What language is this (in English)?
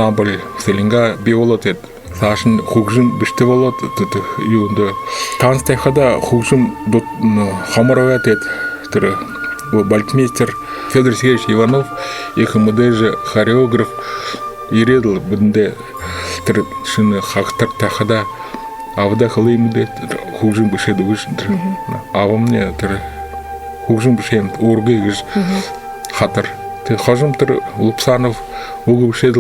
Buriat